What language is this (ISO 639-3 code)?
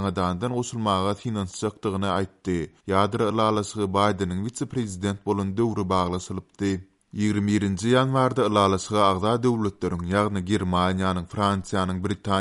tuk